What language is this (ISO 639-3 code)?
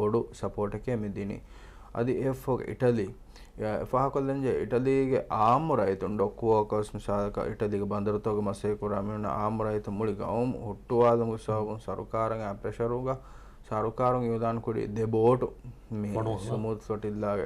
div